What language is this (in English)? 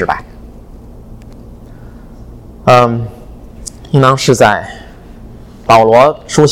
Chinese